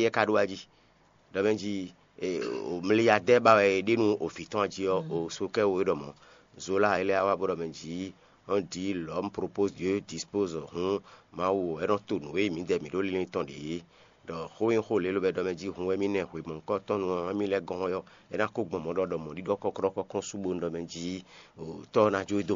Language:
Fon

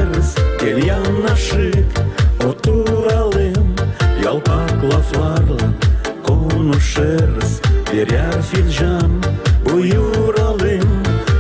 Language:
Gagauz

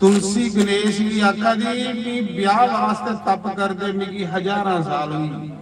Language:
Dogri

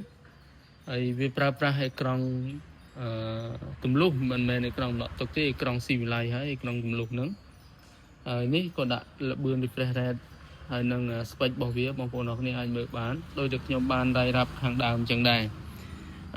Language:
Khmer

